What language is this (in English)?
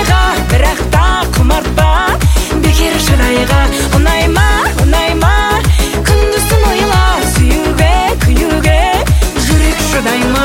Kazakh